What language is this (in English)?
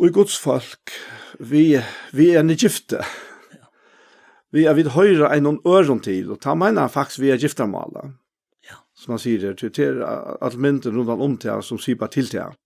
Faroese